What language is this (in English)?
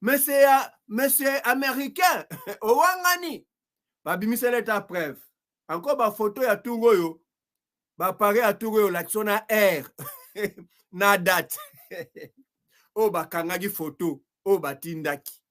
Lingala